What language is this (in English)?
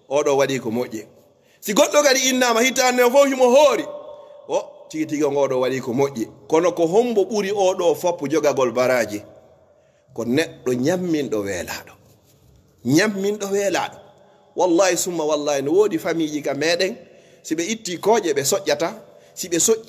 Pular